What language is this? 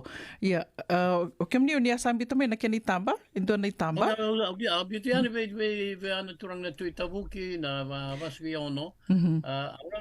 Fijian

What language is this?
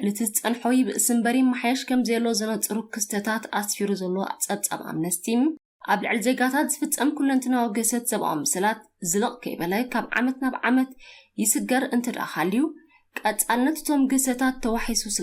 Tigrinya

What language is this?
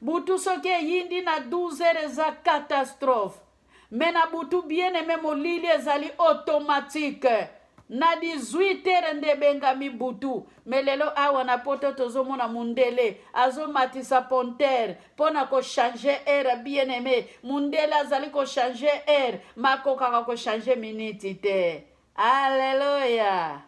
Lingala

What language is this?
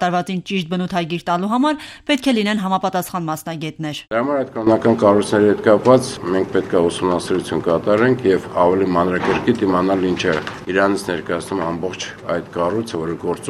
Armenian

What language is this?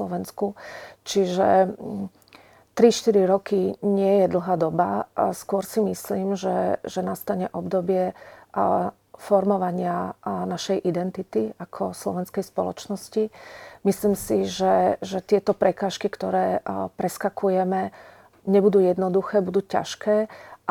Slovak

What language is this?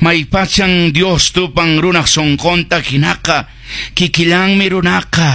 Quechua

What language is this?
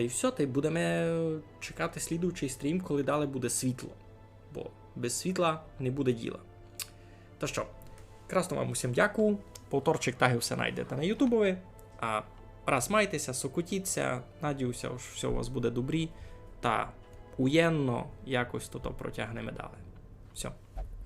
Rusyn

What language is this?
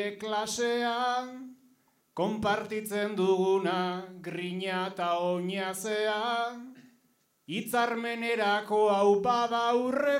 Basque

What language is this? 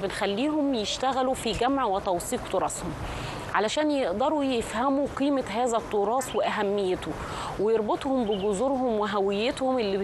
Egyptian Arabic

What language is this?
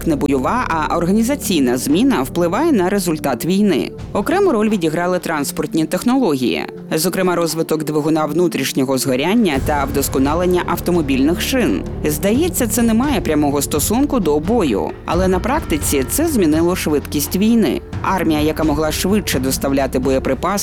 Ukrainian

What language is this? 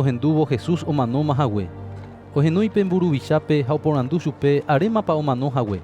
Guarani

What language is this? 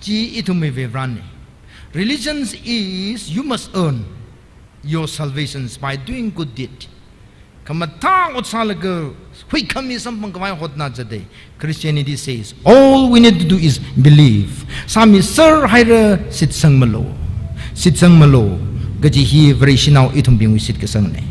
Tangkhul Naga (India)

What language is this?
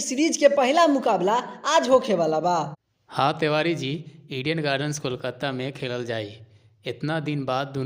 Bhojpuri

